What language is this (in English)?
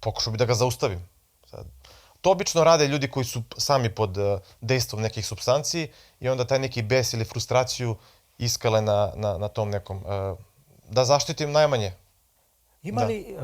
Macedonian